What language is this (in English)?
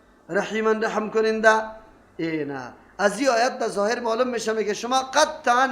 Persian